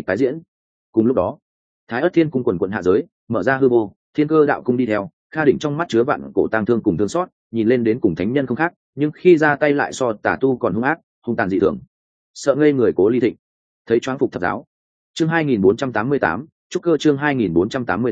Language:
Vietnamese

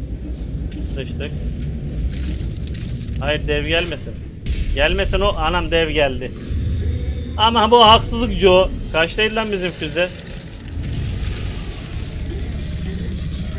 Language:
Turkish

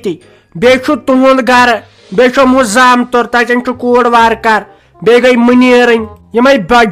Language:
Kashmiri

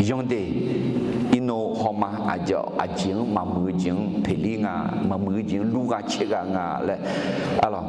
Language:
Akha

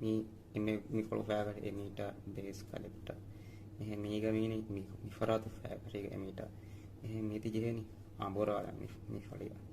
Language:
Divehi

